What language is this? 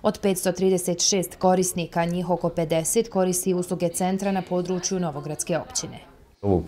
Bosnian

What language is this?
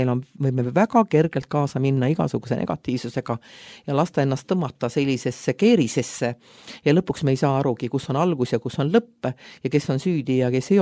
Estonian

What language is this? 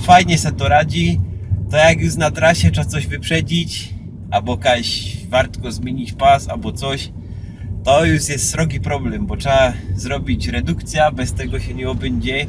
Silesian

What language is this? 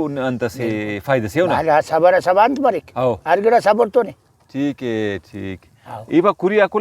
Brahui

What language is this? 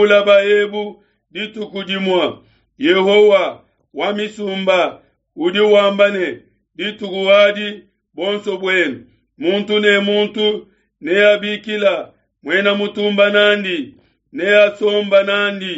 Luba-Lulua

